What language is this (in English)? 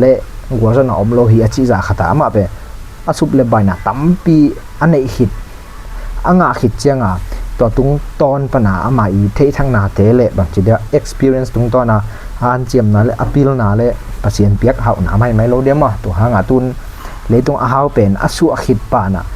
Tedim Chin